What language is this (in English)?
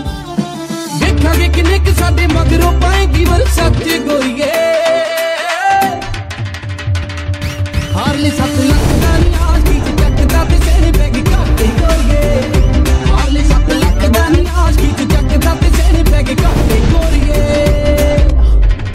Punjabi